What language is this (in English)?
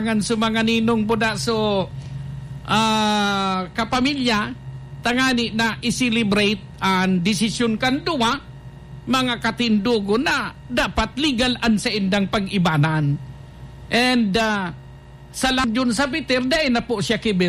Bikol